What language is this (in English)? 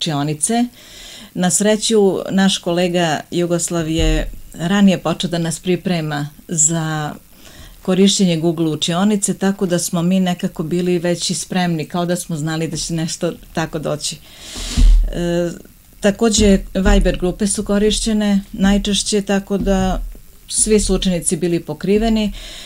Serbian